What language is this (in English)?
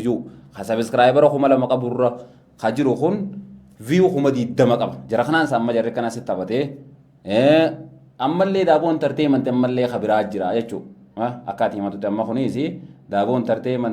Oromo